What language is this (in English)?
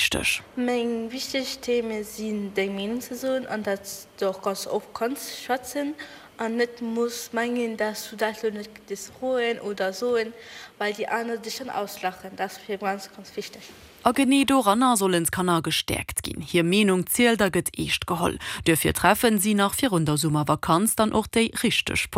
Luxembourgish